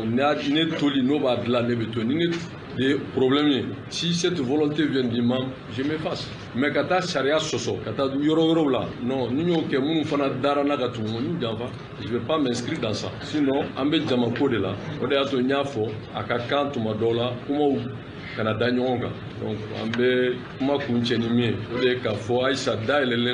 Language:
Bambara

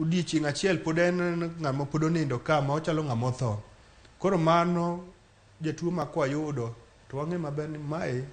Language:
Luo (Kenya and Tanzania)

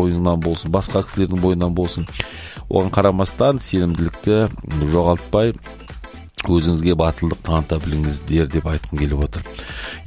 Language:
Kazakh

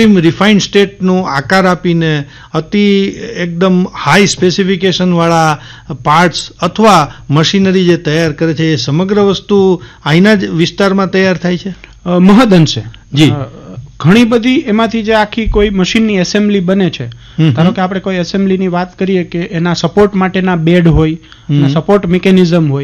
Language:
Gujarati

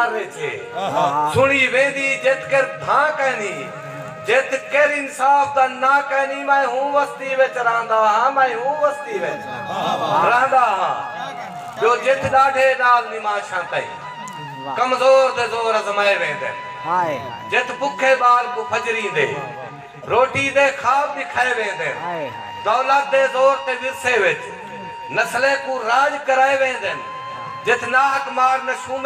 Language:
Saraiki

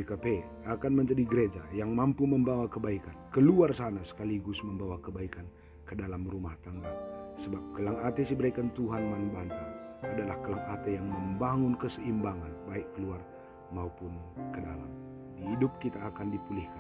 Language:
Batak Karo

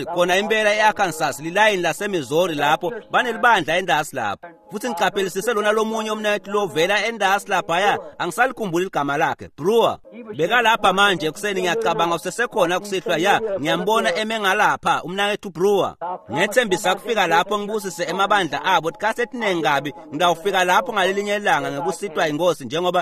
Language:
Swati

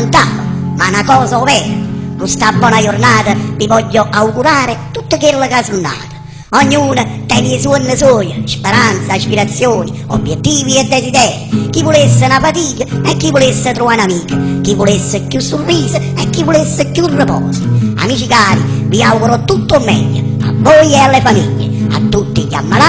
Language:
Neapolitan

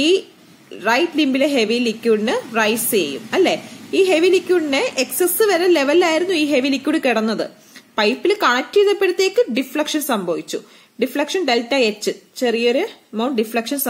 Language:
Malayalam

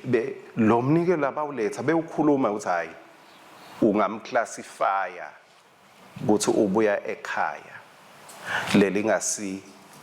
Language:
Swati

